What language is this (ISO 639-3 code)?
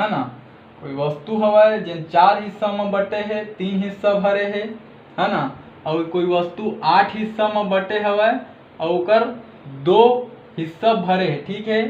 hne